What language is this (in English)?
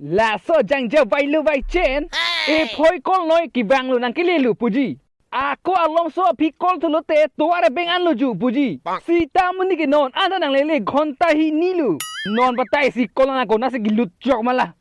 Karbi